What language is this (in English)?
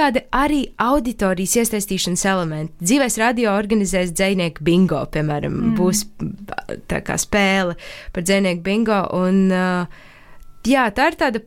Latvian